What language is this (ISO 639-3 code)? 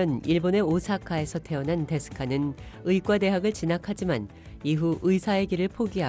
kor